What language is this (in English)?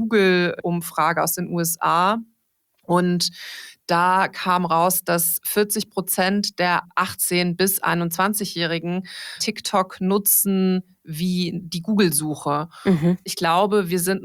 German